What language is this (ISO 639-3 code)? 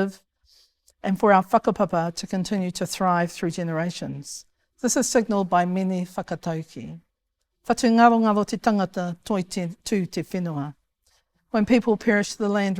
mri